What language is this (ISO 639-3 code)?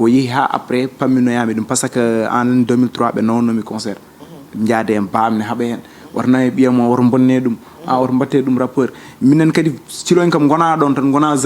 ful